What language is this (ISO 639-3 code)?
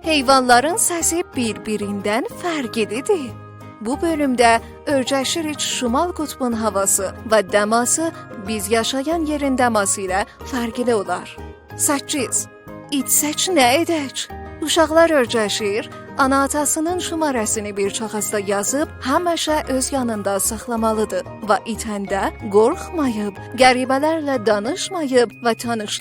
azb